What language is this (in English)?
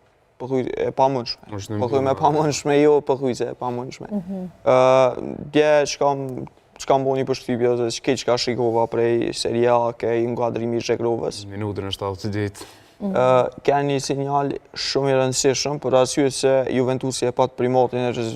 Albanian